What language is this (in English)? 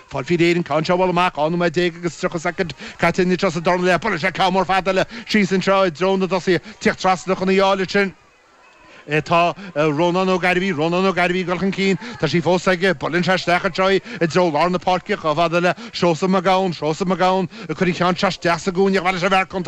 Irish